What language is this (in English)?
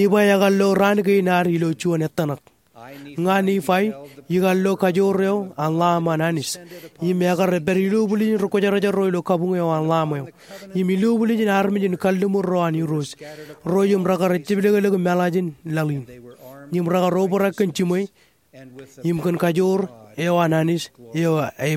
Marshallese